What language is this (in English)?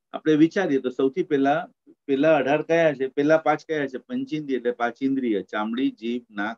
Gujarati